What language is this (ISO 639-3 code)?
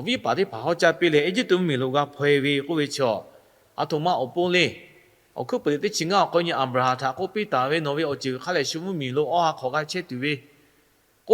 lhu